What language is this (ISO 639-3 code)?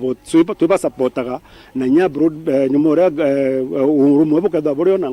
mer